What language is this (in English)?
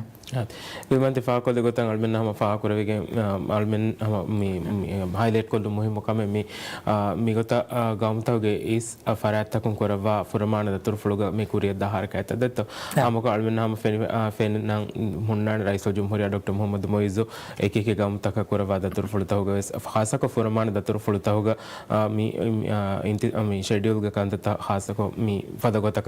Divehi